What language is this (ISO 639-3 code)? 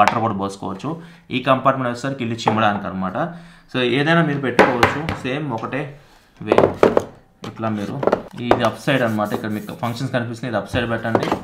tel